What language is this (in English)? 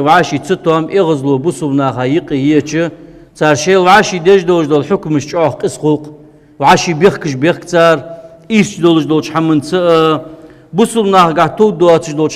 Ingush